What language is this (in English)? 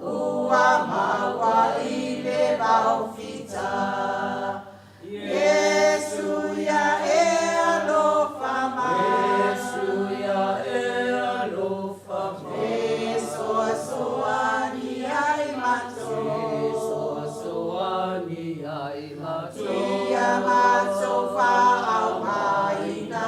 Samoan